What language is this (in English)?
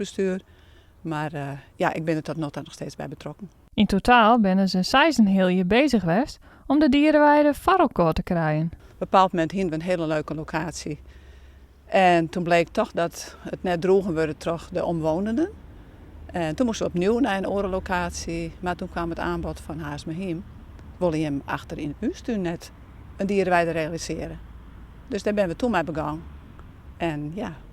Western Frisian